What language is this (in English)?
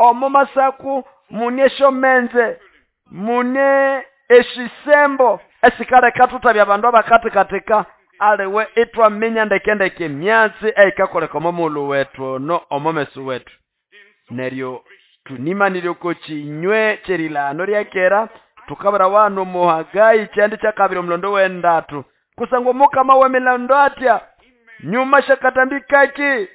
Nande